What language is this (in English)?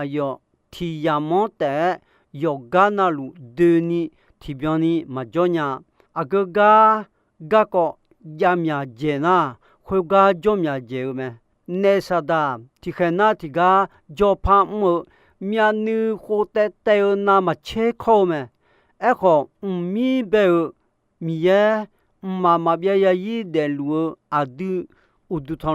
Akha